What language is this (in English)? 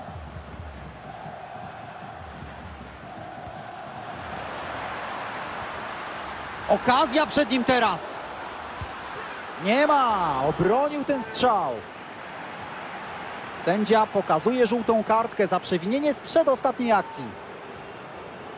Polish